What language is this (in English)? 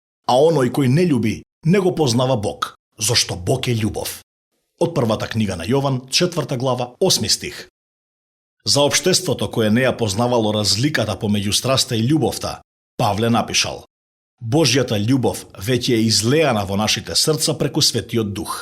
Macedonian